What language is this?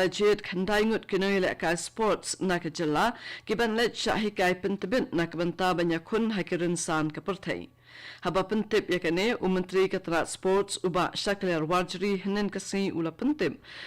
Khasi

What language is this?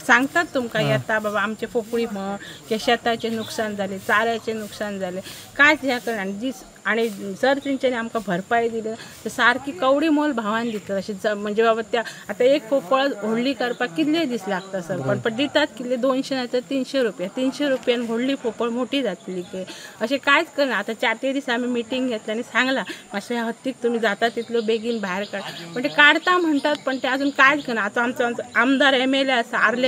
Konkani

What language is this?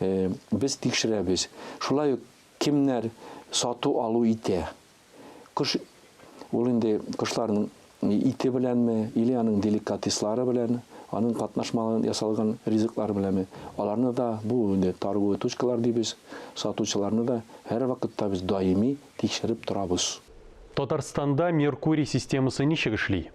Tatar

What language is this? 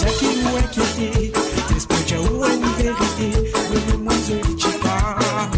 Morisyen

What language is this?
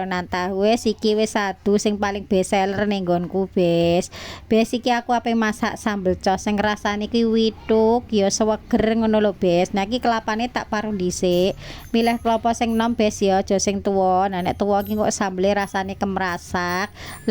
Javanese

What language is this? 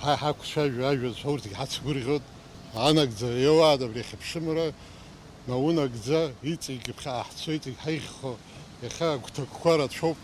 Abkhazian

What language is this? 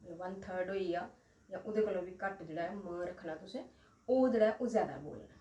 Dogri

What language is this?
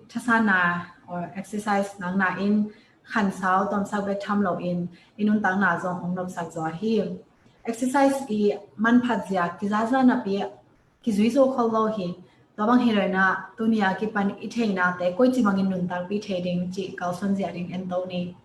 Tedim Chin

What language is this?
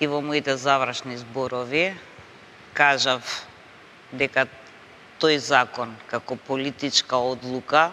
Macedonian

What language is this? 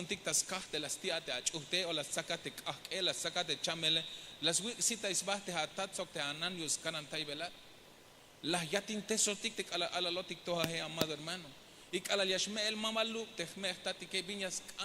Tzeltal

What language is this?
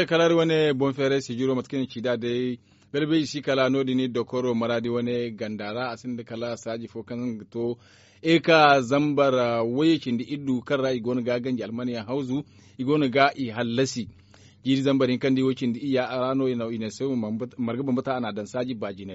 Zarma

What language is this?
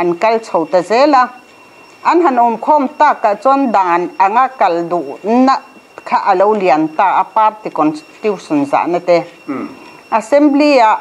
Mizo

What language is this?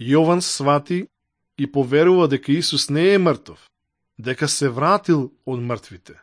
Macedonian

